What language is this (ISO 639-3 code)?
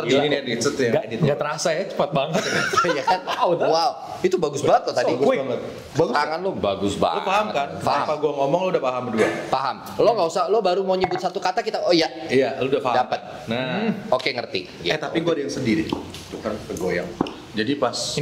ind